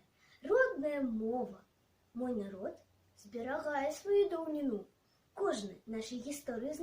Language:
Belarusian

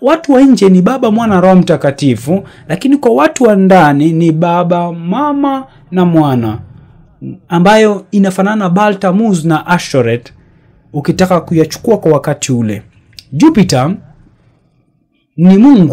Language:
Swahili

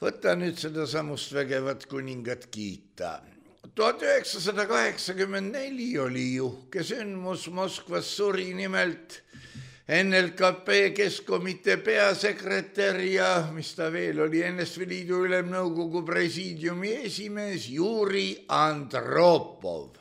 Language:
Estonian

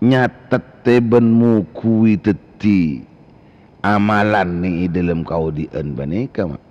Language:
Madurese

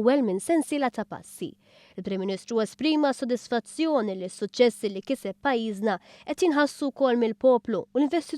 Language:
Maltese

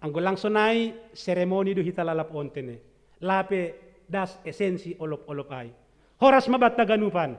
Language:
Batak Simalungun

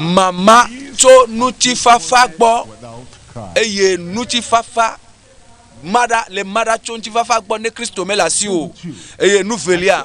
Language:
Ewe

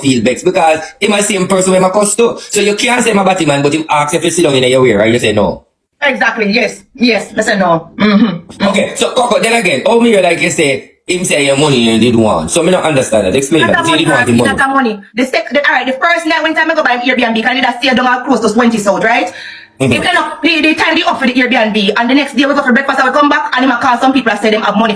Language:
Jamaican Creole English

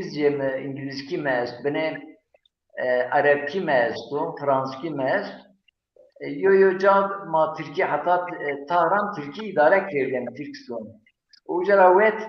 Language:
Zaza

